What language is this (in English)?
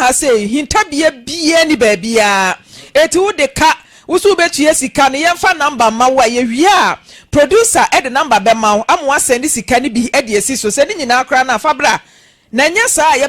Akan